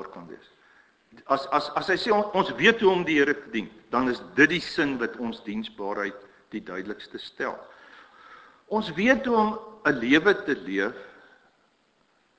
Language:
Afrikaans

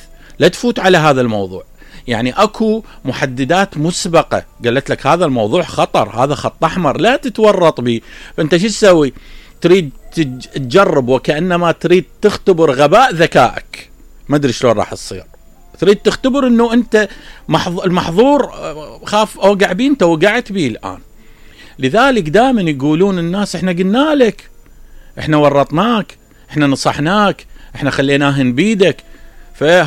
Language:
Mesopotamian Arabic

